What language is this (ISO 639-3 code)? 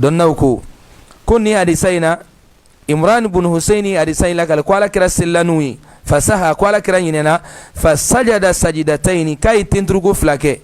bam